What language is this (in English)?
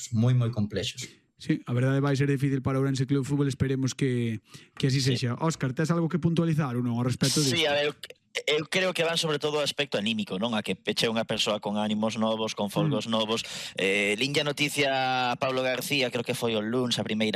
Galician